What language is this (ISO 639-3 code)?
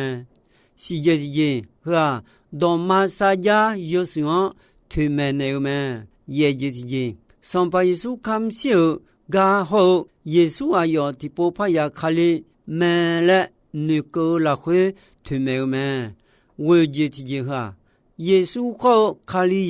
ahk